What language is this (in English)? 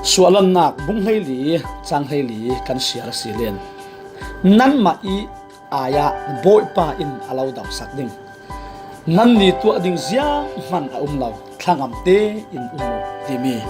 Falam Chin